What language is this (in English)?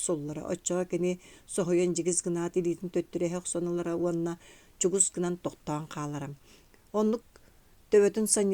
Yakut